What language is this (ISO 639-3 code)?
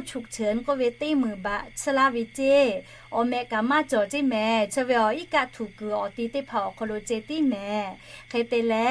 lhu